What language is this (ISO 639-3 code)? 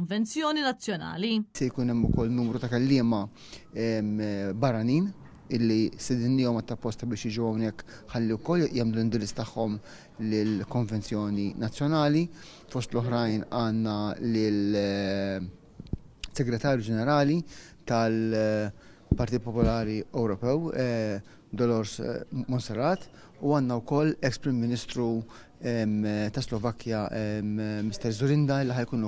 mlt